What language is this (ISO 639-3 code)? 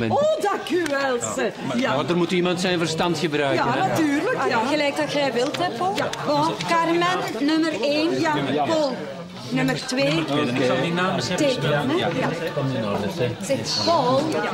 nld